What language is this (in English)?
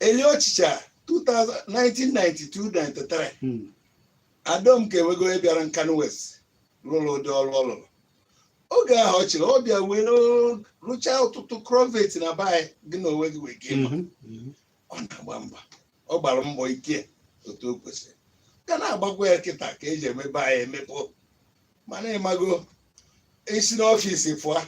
Igbo